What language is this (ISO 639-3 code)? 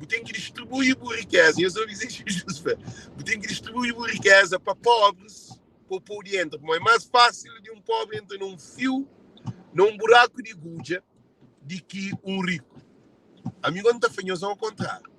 kea